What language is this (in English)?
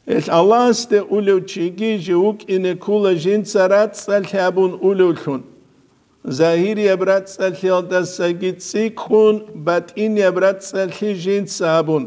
Avaric